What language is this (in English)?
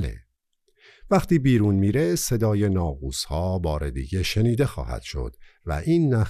Persian